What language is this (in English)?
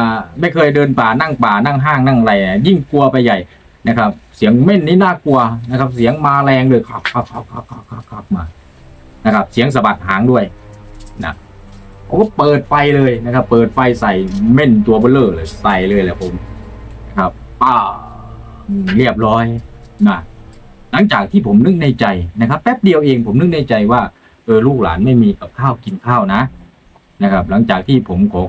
Thai